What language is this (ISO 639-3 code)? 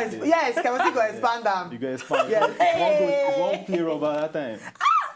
pcm